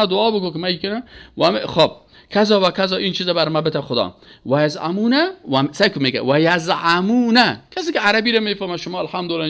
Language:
Persian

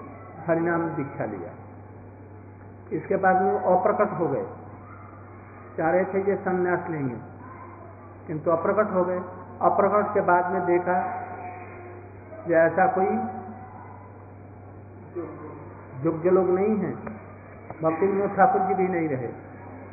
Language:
Hindi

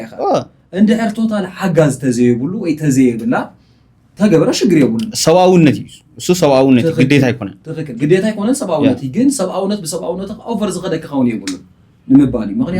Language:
Tigrinya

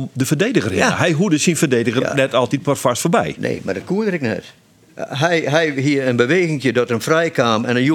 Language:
Western Frisian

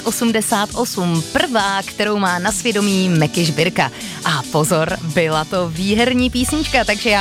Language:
Czech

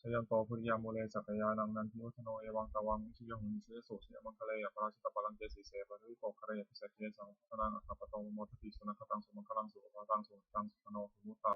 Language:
Pali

